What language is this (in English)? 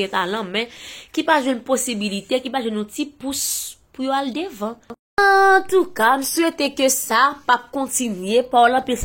Haitian Creole